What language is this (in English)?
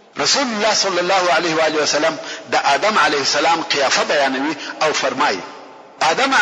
Pashto